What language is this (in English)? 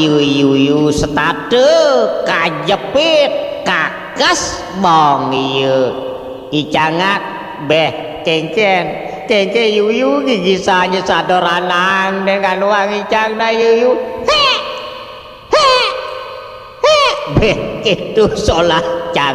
Balinese